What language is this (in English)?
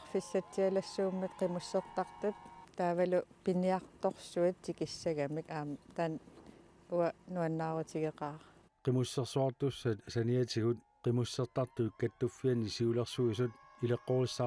Kalaallisut